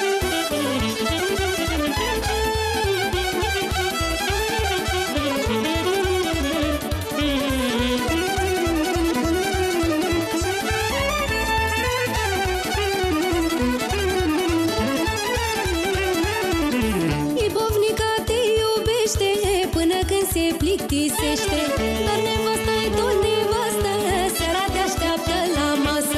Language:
Romanian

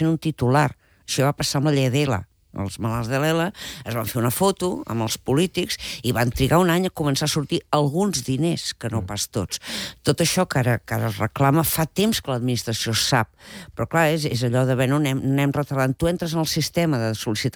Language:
Catalan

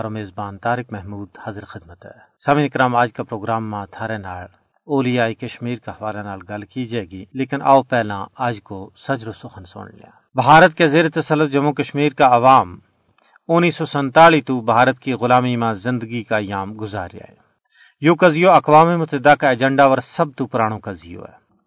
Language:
Gujari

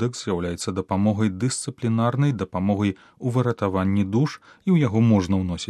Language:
Belarusian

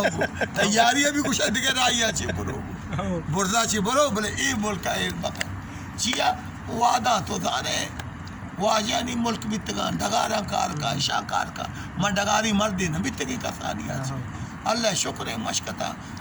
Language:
Baluchi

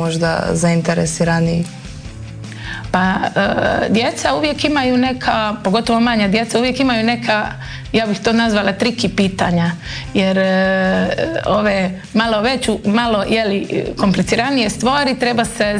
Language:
Croatian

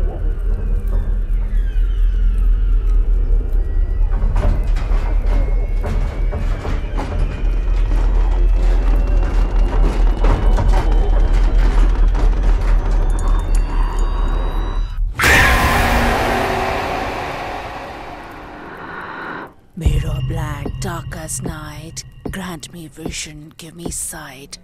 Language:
Kannada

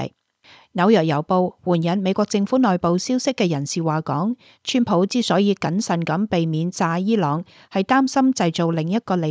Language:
Cantonese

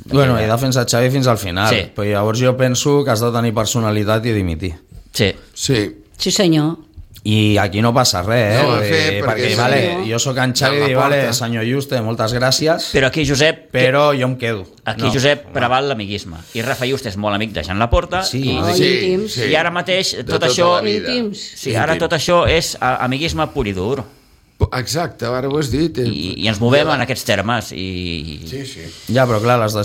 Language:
Catalan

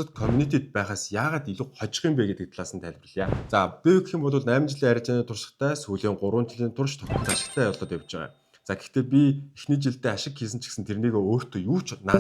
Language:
Mongolian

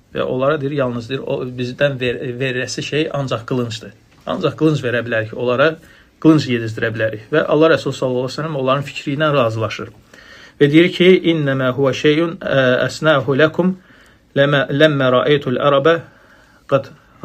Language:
Azerbaijani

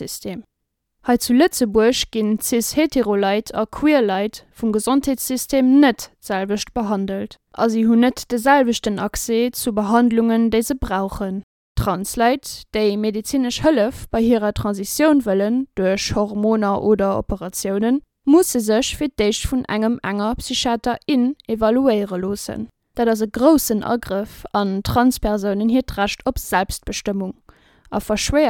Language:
Luxembourgish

